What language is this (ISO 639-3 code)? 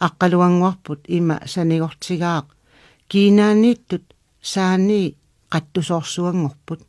kal